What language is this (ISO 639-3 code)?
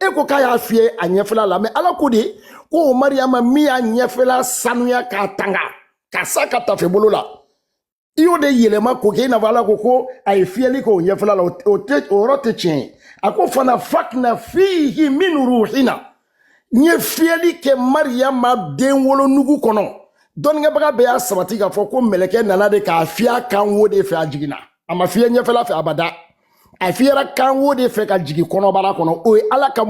bam